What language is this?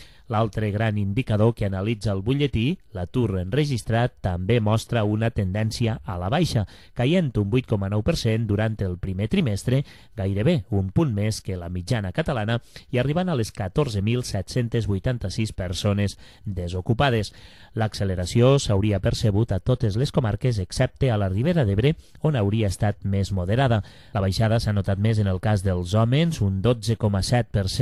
Catalan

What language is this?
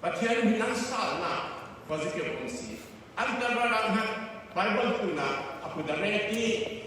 Falam Chin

